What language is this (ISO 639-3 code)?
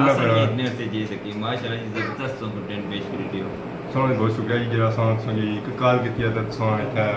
phr